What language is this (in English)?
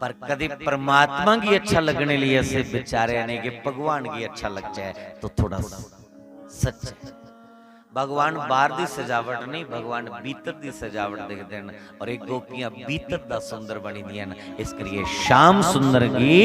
Dogri